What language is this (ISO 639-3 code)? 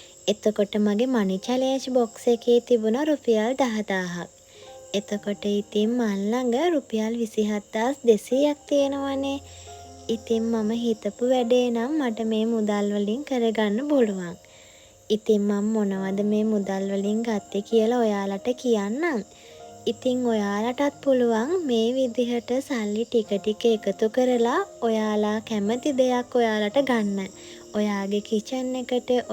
sin